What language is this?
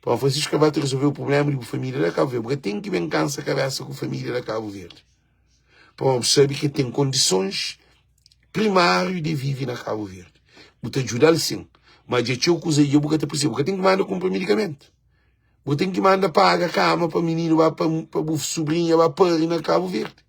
Kabuverdianu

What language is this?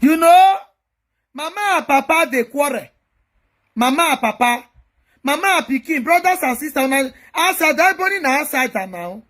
Nigerian Pidgin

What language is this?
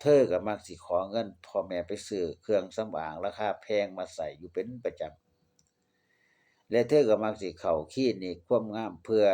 Northeastern Thai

